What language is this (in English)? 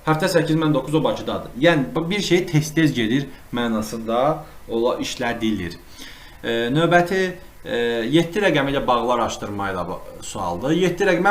Azerbaijani